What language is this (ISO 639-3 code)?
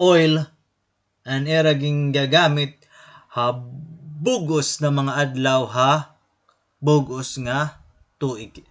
war